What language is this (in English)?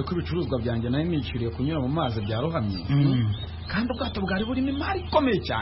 Kinyarwanda